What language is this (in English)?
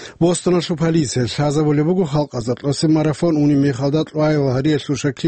Avaric